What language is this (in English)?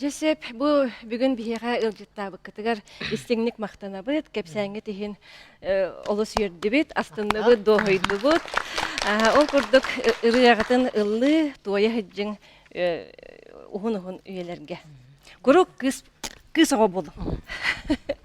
Yakut